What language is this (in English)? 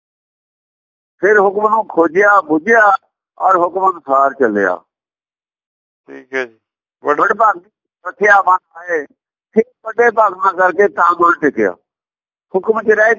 Punjabi